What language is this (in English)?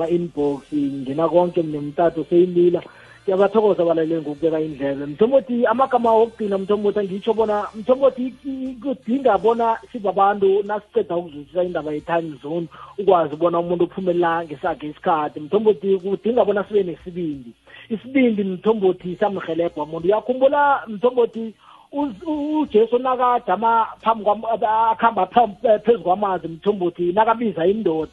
South Ndebele